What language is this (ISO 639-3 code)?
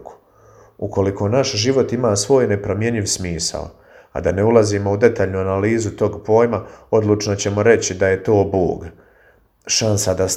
hrv